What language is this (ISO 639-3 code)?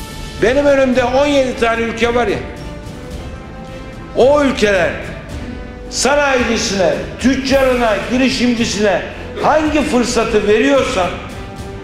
tur